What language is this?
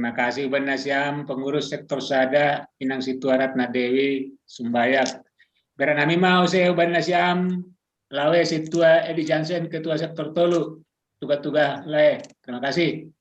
Batak Simalungun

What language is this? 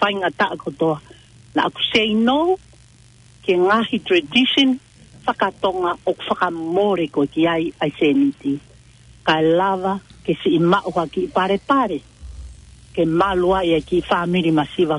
Tongan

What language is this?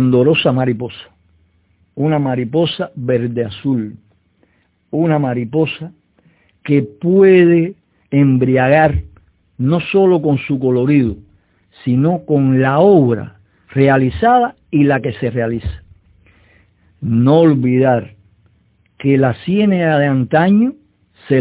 Spanish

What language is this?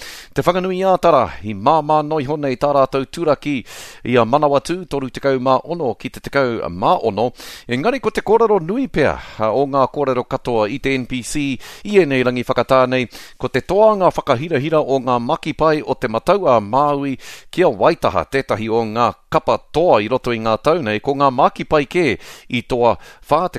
Māori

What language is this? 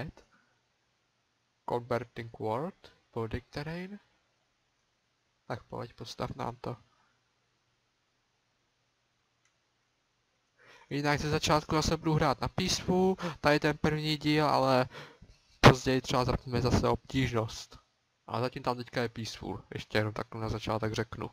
Czech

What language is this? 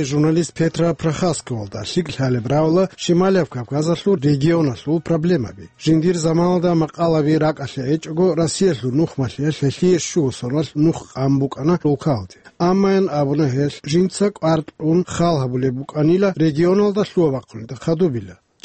Avaric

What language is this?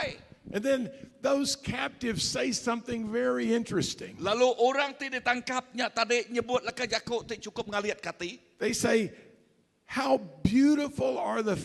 Iban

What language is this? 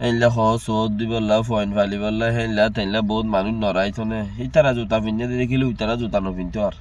Rohingya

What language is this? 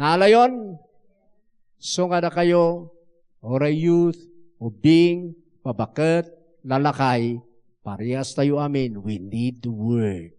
Iloko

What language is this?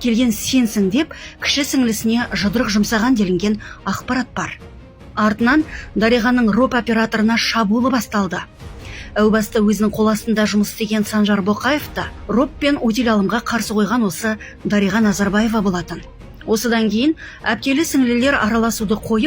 Kazakh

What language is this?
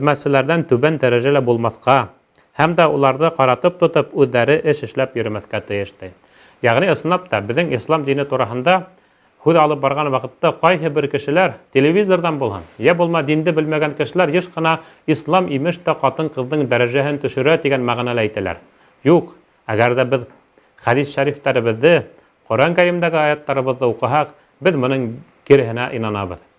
Bashkir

